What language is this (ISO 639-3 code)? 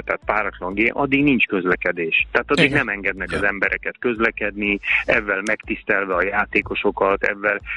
hun